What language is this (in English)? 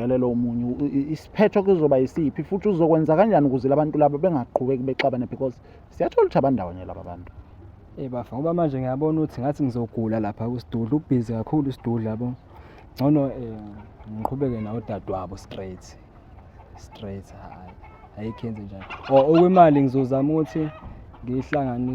Zulu